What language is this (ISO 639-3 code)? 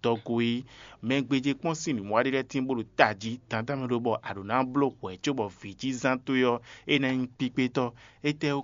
fon